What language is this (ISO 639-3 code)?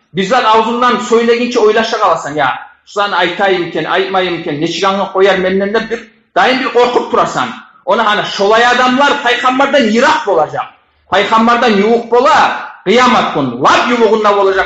kum